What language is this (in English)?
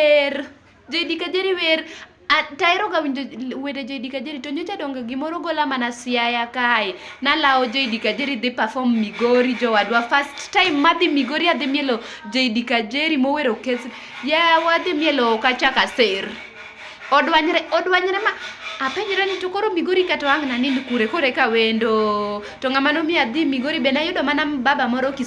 Luo (Kenya and Tanzania)